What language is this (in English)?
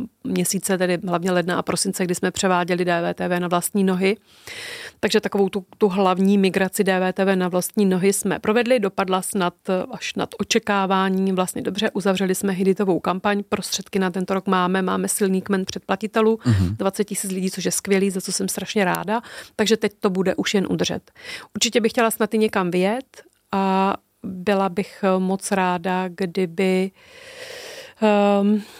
Czech